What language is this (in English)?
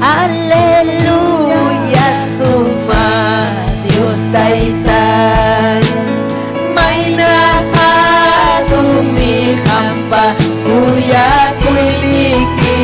Ayacucho Quechua